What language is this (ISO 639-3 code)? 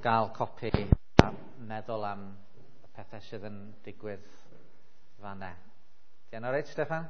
cym